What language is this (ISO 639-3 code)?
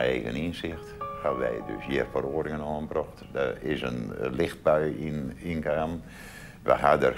fry